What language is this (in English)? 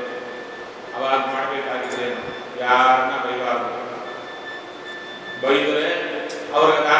Kannada